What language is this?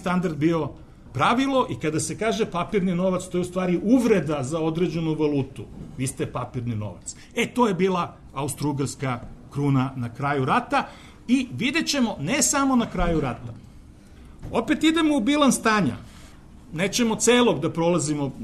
Serbian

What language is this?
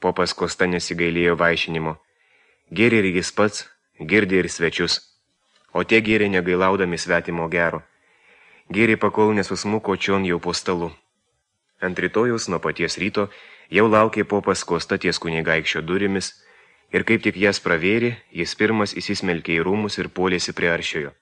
Lithuanian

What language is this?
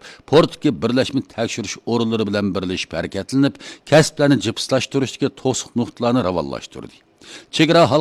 Uyghur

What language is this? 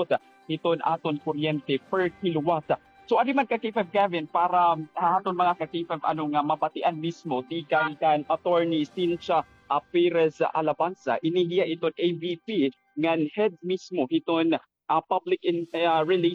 Waray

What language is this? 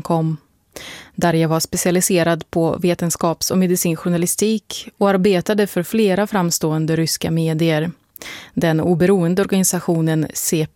Swedish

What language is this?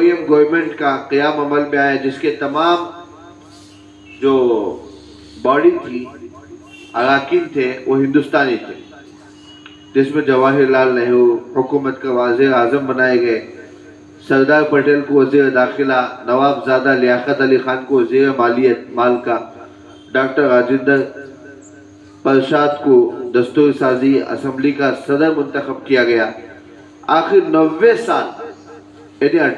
Urdu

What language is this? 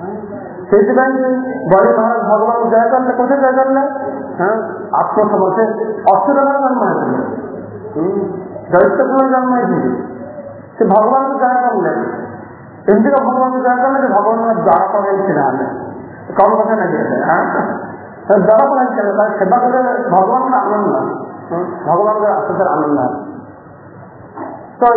Odia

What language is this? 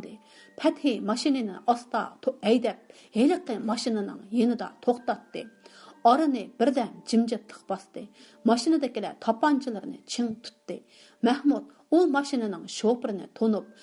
Uyghur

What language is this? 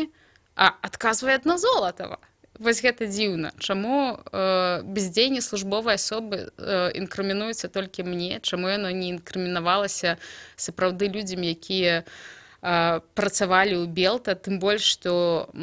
Belarusian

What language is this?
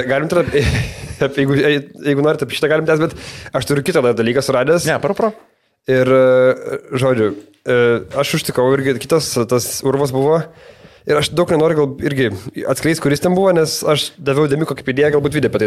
Lithuanian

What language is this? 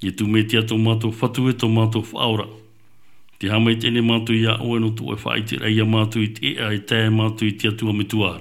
Tahitian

